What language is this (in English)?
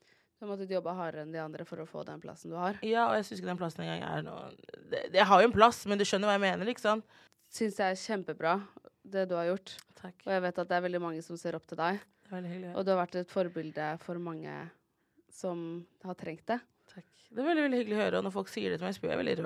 Norwegian